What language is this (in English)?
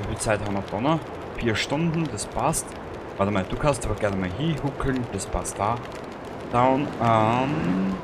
Bavarian